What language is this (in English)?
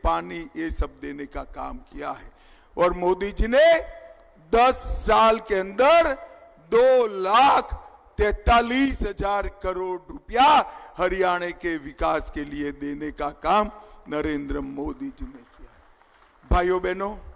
Hindi